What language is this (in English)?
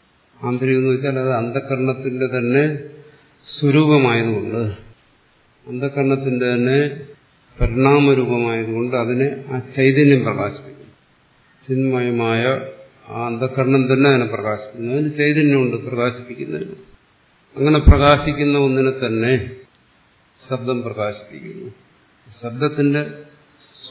Malayalam